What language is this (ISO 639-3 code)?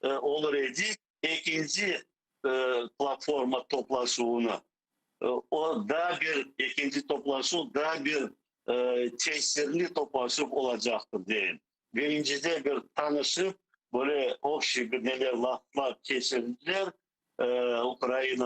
crh